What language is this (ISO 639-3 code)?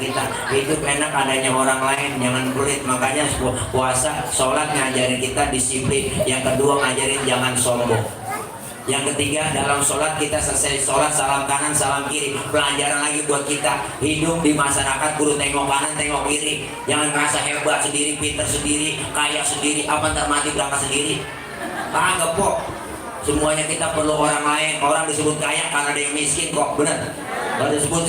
bew